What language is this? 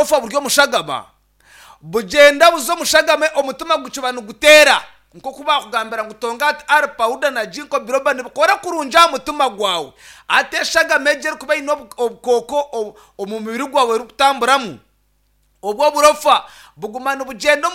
Nyankole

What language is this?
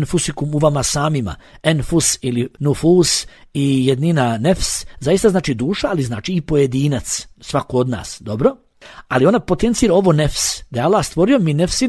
Bosnian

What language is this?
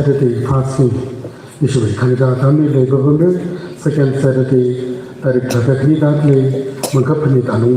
Tangkhul Naga (India)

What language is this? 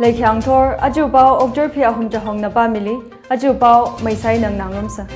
Tangkhul Naga (India)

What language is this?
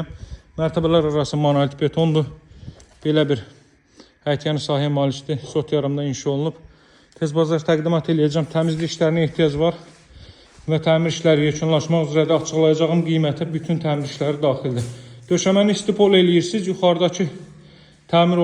Azerbaijani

